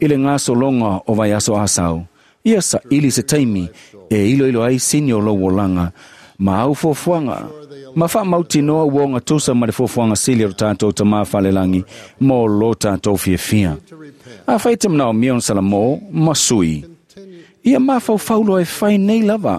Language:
Samoan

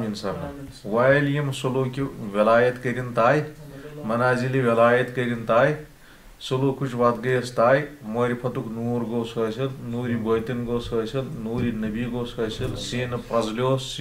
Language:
Kashmiri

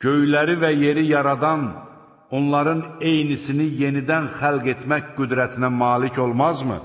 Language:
Azerbaijani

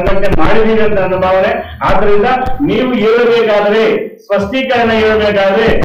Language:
Kannada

